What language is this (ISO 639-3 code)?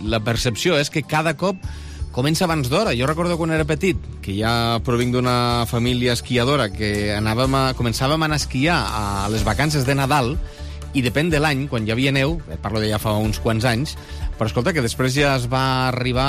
cat